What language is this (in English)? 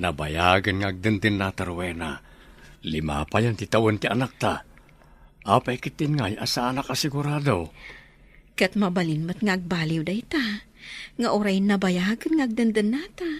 Iloko